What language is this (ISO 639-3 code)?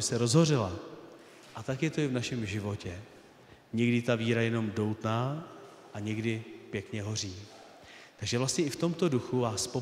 ces